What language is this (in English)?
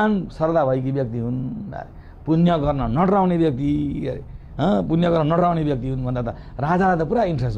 Nepali